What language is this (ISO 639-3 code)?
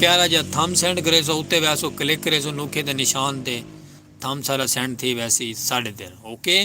skr